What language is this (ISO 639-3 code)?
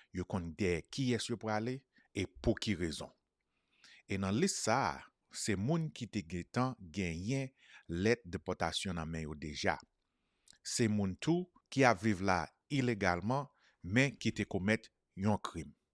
hat